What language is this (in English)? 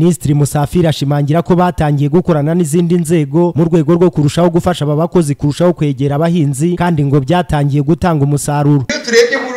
Kinyarwanda